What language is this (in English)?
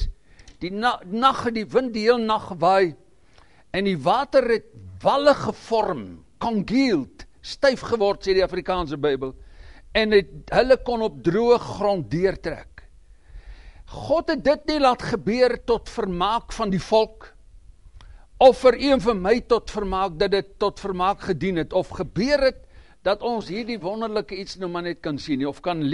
Afrikaans